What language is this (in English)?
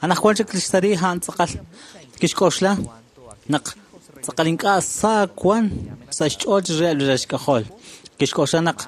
Kekchí